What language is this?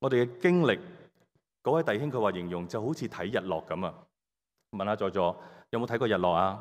Cantonese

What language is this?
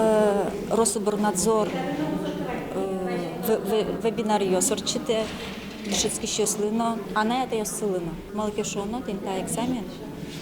Udmurt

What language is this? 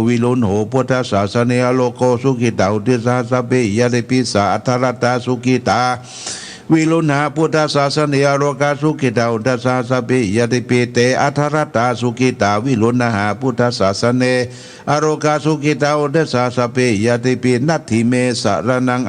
Pali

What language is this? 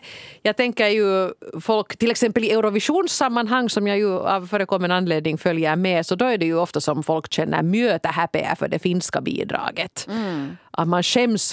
Swedish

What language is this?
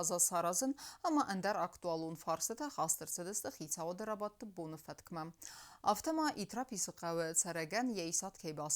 Ossetic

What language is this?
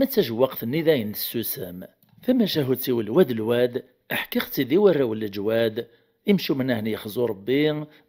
Kabyle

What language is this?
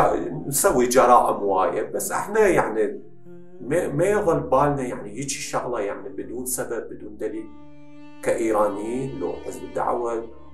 Mesopotamian Arabic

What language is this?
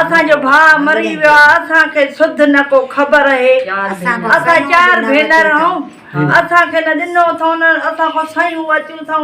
Sindhi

